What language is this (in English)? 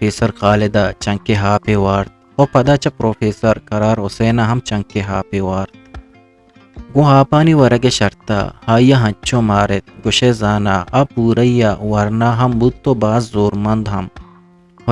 Eastern Balochi